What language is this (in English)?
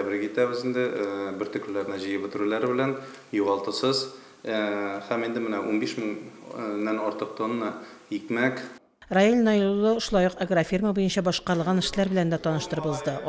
Tatar